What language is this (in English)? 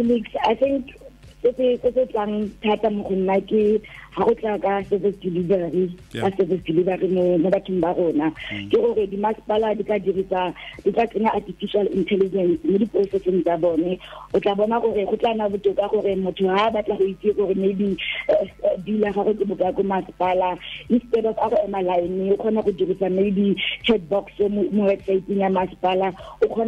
Tswana